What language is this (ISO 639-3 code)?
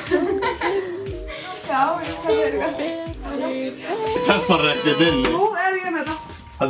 isl